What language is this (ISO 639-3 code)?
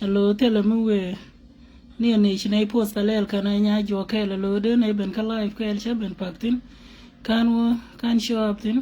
nus